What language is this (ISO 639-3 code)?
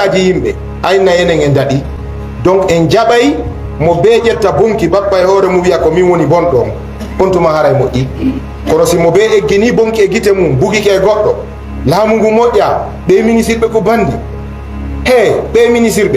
ful